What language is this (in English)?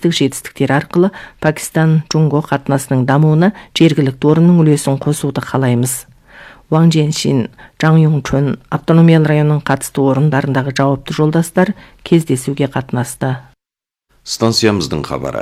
Kazakh